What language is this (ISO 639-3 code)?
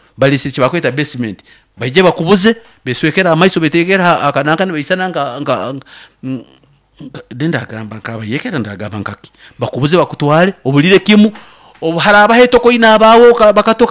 nyo